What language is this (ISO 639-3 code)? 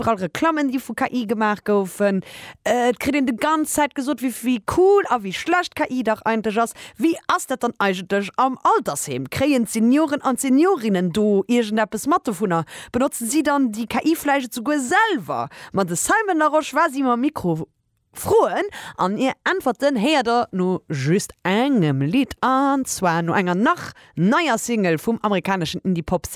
ltz